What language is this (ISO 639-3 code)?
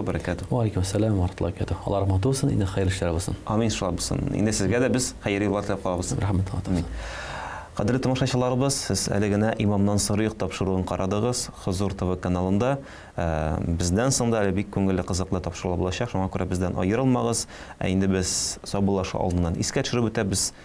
tat